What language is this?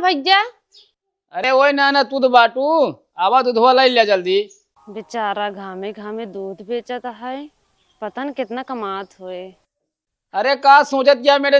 Awadhi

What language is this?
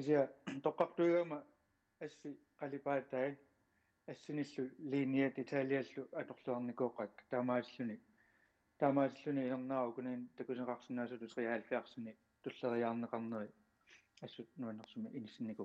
Kalaallisut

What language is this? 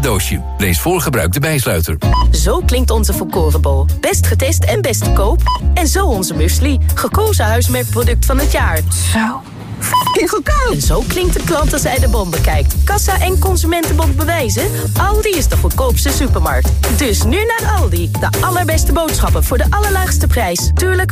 Dutch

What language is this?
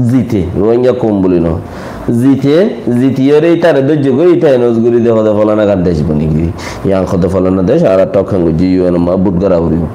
Rohingya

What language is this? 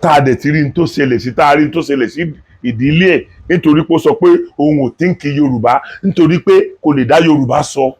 Yoruba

